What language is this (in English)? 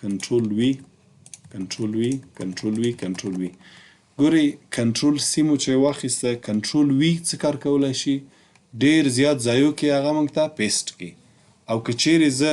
Pashto